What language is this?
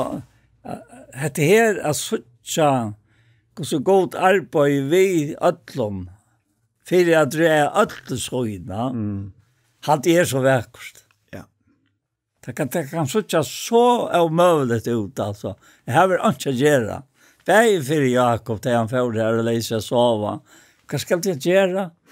Faroese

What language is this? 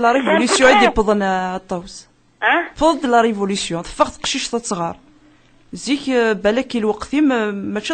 Kabyle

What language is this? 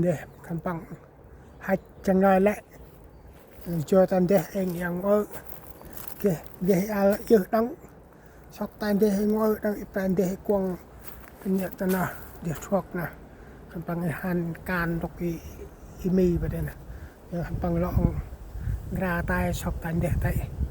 Central Mnong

